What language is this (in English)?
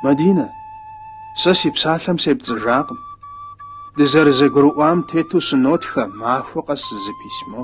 Kabardian